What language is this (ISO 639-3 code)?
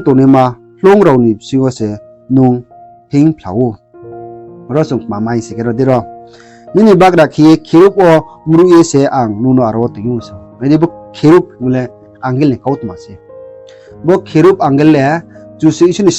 ria